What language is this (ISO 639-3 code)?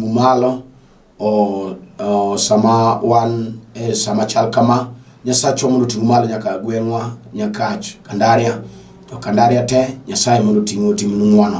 luo